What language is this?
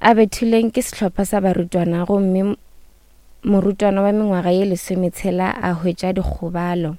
Northern Sotho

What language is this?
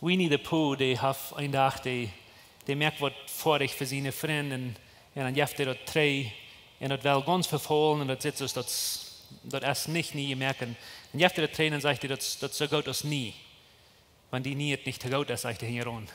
Plautdietsch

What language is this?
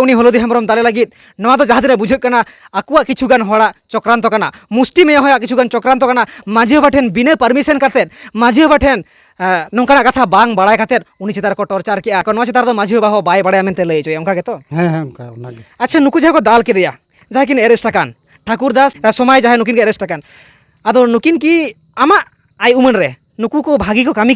Santali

